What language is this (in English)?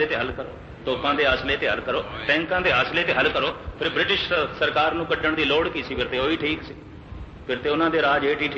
Punjabi